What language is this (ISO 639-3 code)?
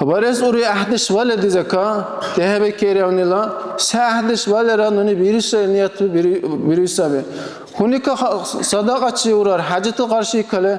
dar